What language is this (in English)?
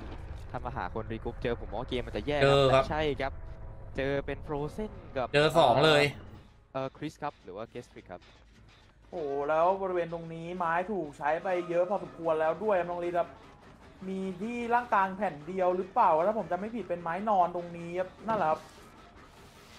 Thai